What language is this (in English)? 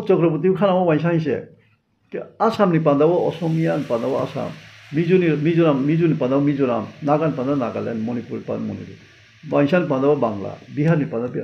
Riang (India)